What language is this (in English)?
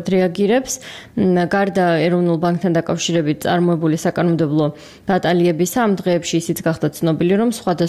Georgian